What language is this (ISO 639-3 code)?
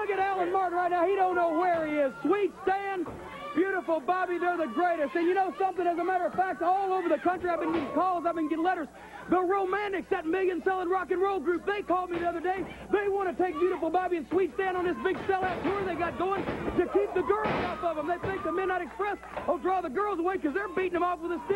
eng